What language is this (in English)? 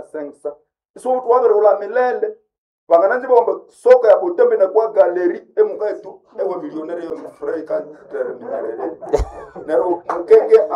Nande